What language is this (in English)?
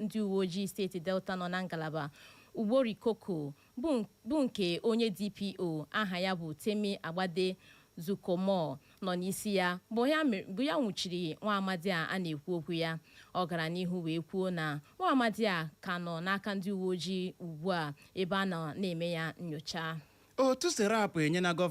Igbo